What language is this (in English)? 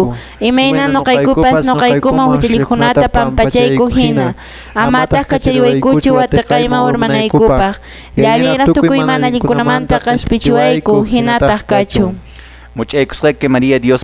Quechua